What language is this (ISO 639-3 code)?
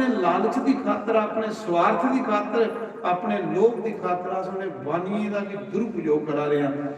doi